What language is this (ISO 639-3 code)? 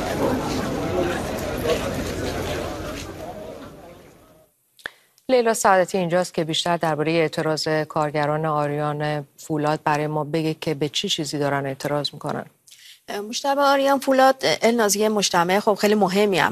fas